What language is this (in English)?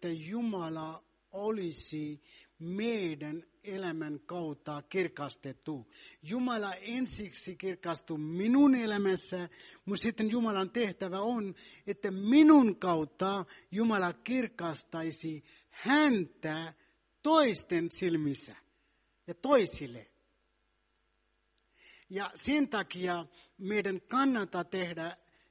Finnish